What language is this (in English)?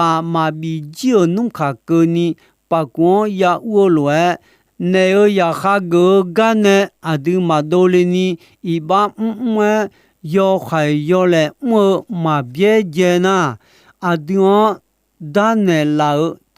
Akha